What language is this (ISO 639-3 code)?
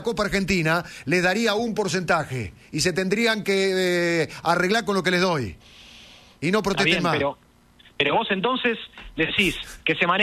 spa